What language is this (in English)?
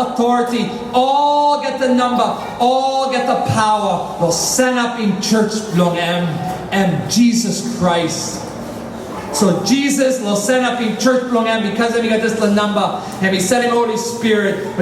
Tok Pisin